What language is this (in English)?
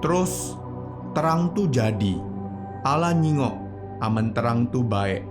Musi